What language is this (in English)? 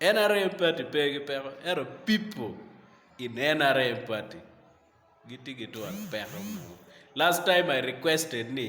Acoli